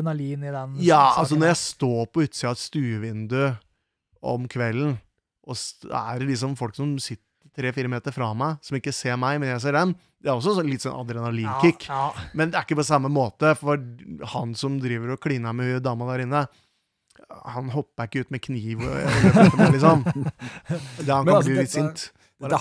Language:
Norwegian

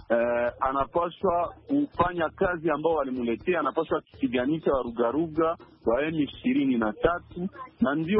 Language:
Swahili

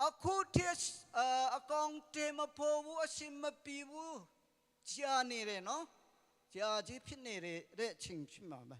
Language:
Hakha Chin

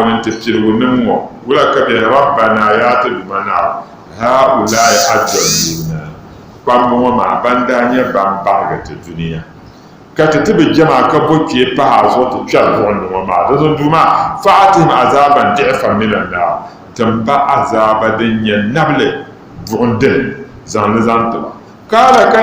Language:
Dagbani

